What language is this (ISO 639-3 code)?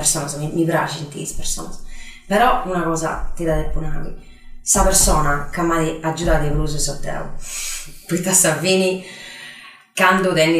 srd